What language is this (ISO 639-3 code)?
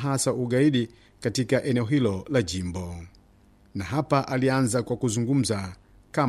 swa